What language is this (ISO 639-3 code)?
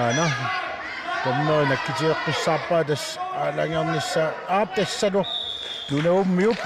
kal